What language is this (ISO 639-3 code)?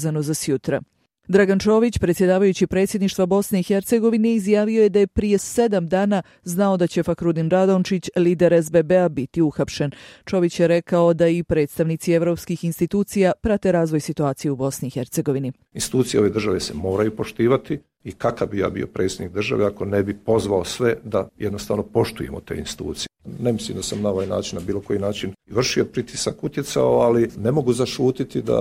bos